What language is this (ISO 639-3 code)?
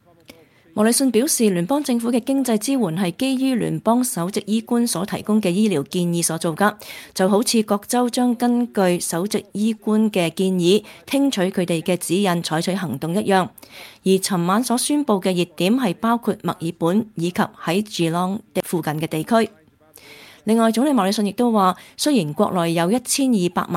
yue